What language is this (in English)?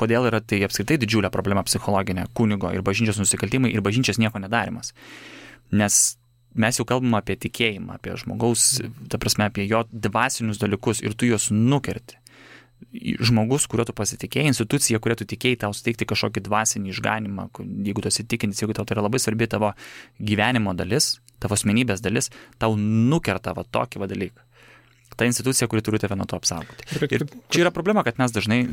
Lithuanian